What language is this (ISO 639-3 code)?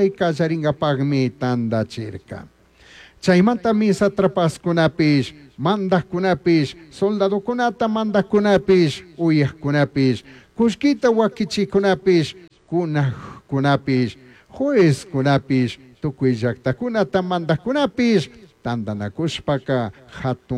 qug